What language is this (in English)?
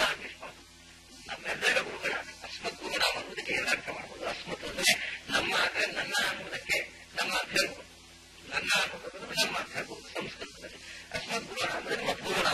Kannada